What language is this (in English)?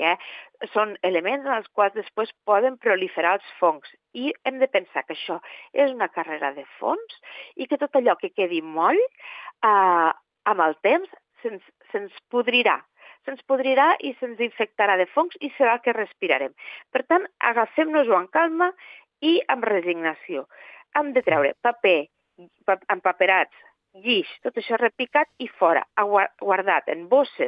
Catalan